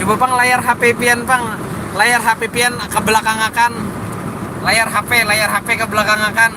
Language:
Banjar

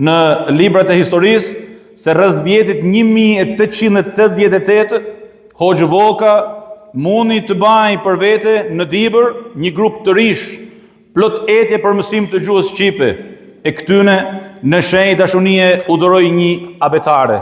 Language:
Albanian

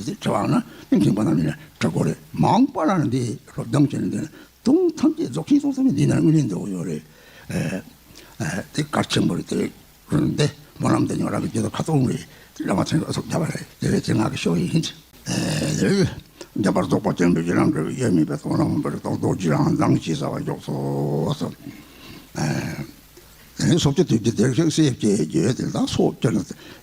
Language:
Tibetan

